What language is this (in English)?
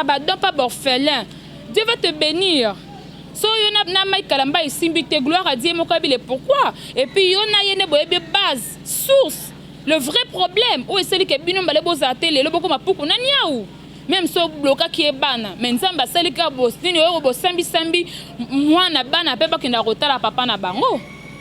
Lingala